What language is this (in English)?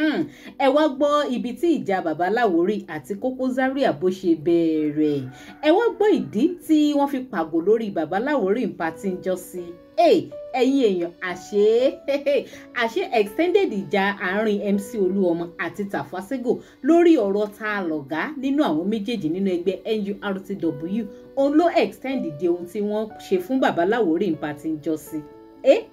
Yoruba